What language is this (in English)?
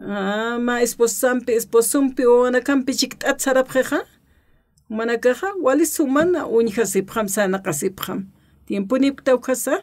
Aymara